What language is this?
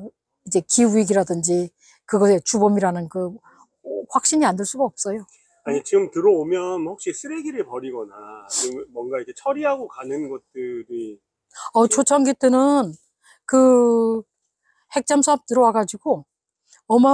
Korean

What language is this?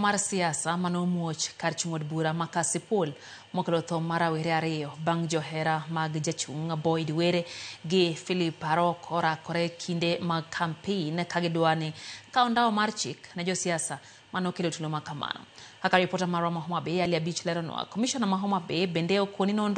Luo (Kenya and Tanzania)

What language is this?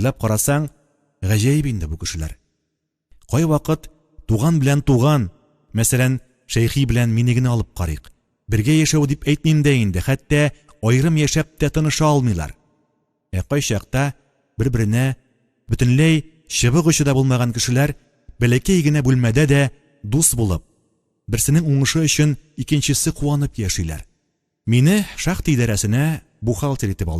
Tatar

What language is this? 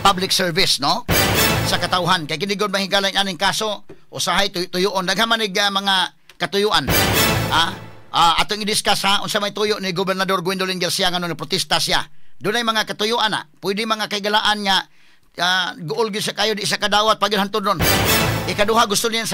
Cebuano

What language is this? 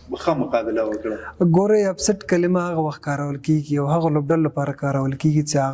Pashto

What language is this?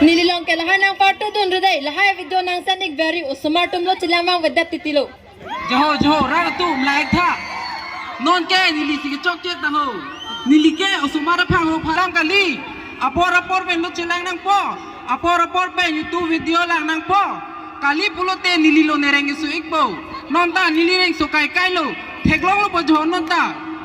Karbi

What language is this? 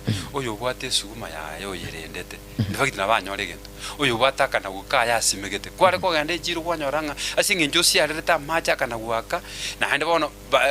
Gusii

